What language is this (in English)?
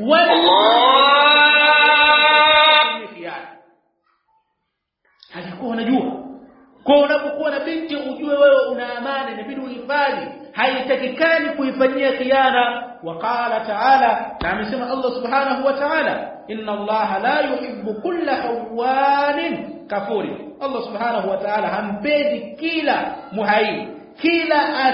Swahili